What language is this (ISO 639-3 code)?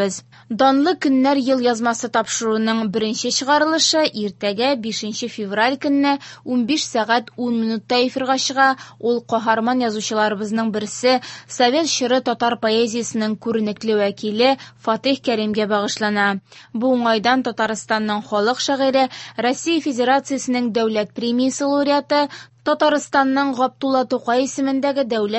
tat